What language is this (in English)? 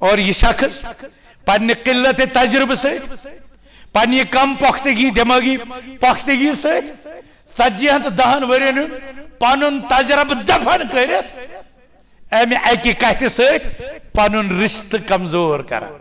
Kashmiri